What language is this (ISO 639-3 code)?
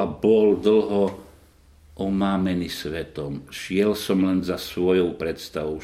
slk